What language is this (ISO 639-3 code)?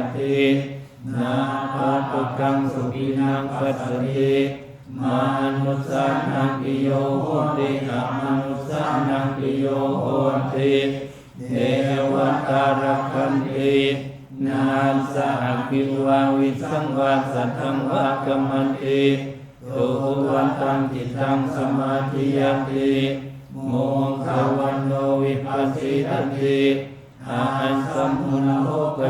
pli